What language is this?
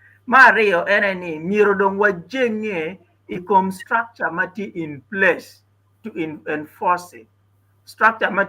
Acoli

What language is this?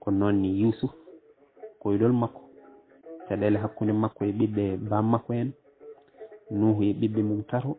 Fula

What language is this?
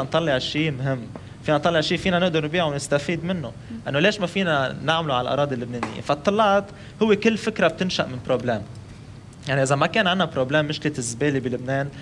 North Levantine Arabic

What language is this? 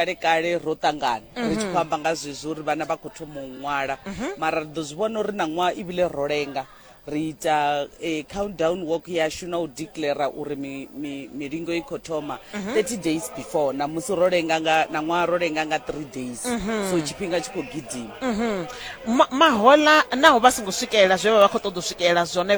Venda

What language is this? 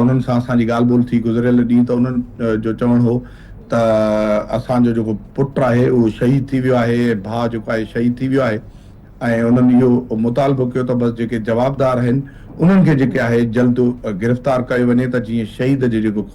Sindhi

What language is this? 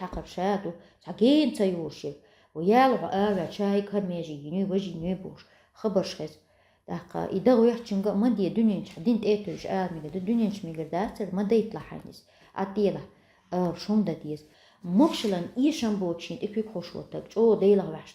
Chechen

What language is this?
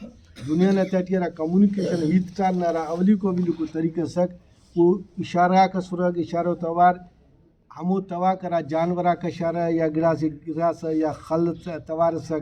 Brahui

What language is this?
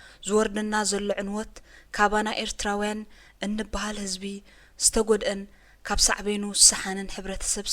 Tigrinya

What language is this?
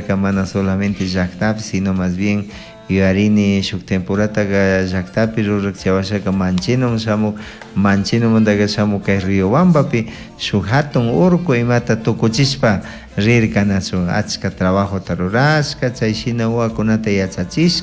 Chimborazo Highland Quichua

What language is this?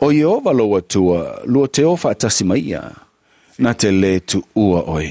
Samoan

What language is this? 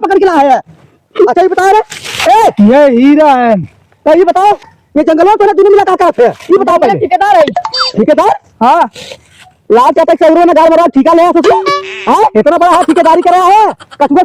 Awadhi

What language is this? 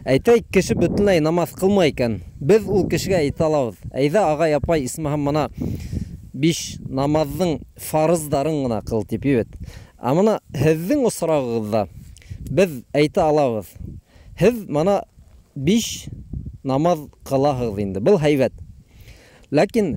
Bashkir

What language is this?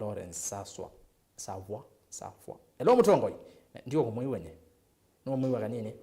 Kamba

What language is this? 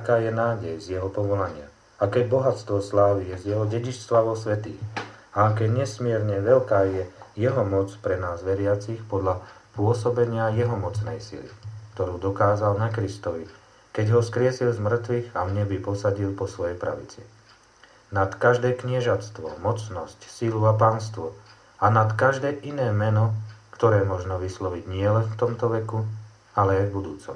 Slovak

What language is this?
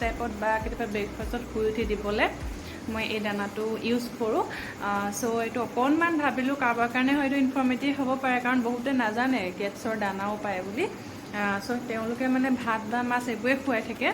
Assamese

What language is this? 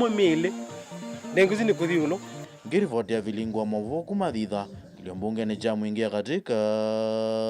Kamba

